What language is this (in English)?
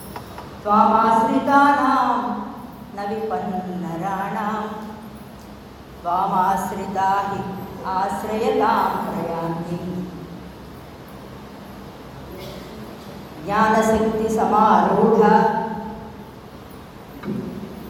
Telugu